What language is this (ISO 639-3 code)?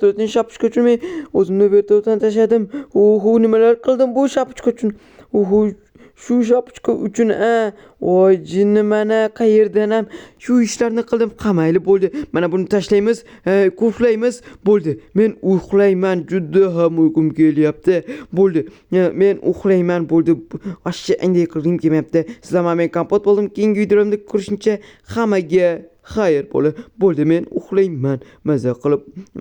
uzb